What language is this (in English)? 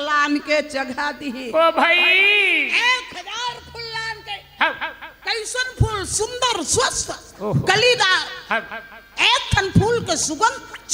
Chhattisgarhi